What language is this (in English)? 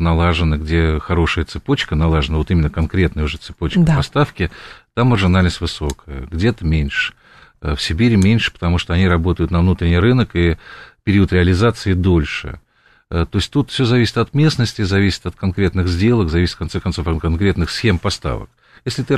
Russian